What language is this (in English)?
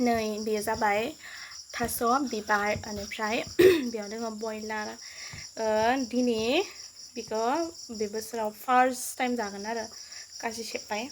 Bodo